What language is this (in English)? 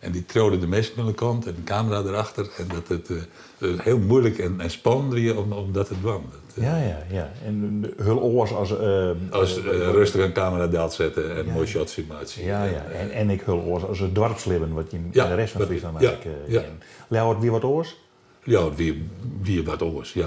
Western Frisian